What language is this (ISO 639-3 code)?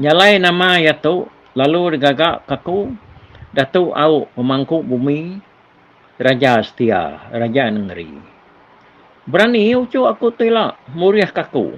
iba